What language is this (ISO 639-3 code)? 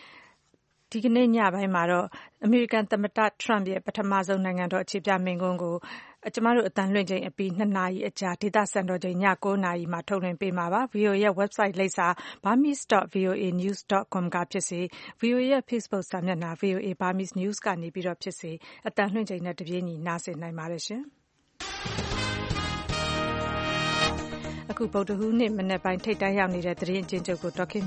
mya